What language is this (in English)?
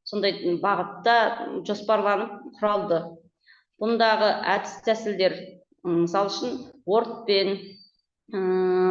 Kazakh